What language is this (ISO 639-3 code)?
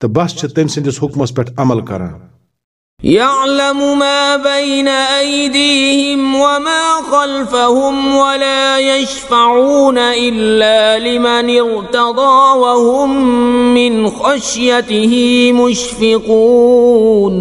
kas